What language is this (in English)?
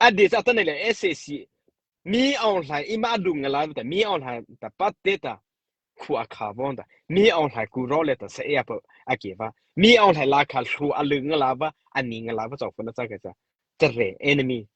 Mara Chin